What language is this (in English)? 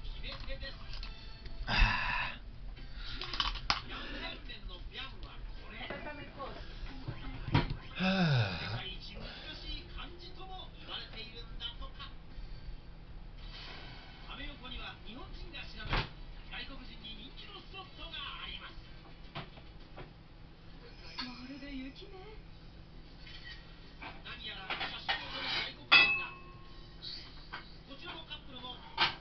Japanese